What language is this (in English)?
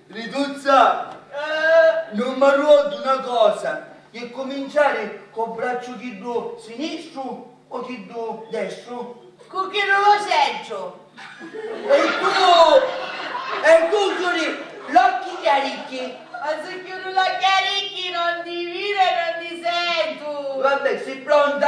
Sicilian